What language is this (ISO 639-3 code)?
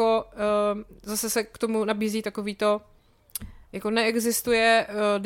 ces